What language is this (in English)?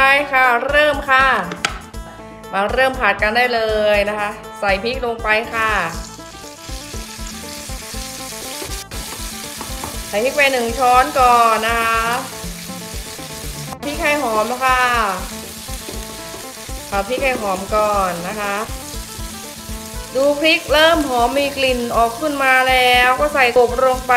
Thai